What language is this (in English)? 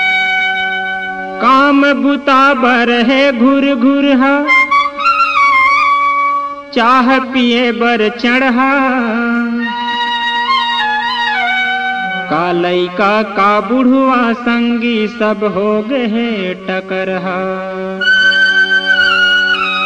Chhattisgarhi